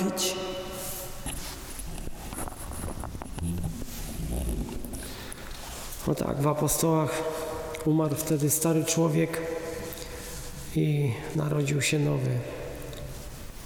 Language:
Polish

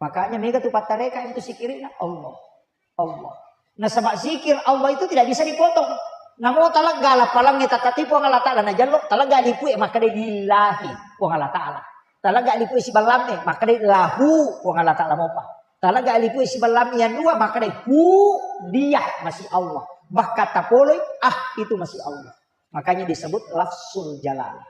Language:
Buginese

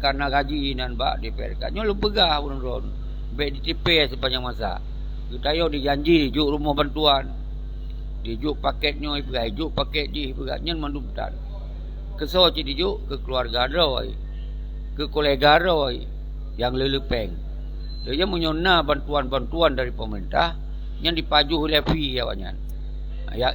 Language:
Achinese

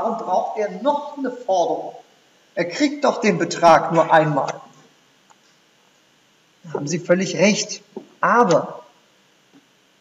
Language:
German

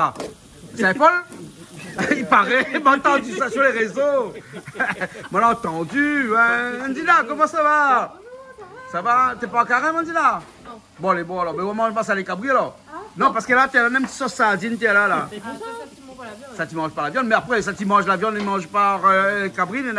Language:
Réunion Creole French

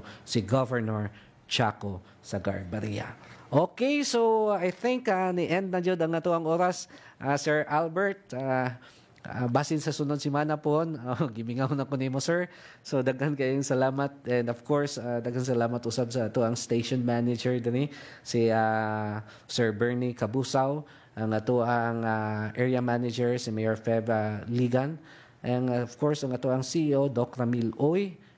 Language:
Cebuano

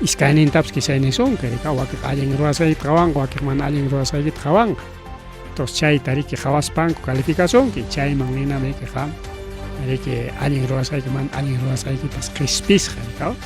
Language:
Ayacucho Quechua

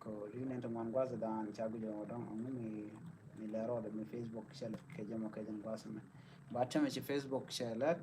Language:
Nuer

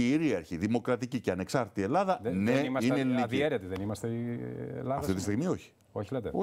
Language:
Greek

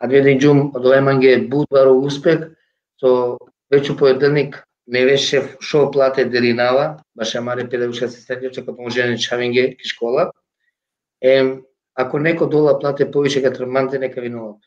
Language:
Balkan Romani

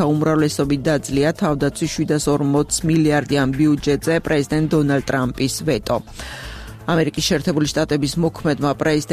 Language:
Georgian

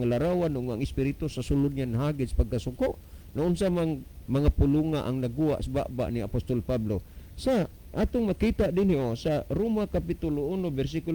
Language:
Cebuano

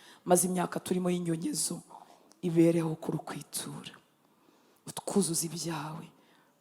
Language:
Kinyarwanda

